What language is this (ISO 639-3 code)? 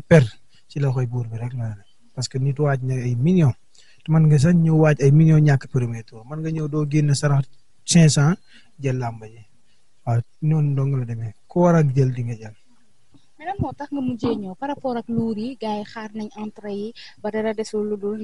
wol